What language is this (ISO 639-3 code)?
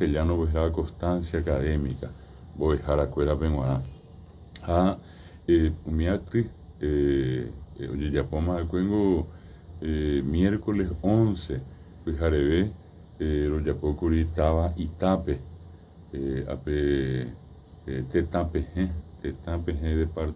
grn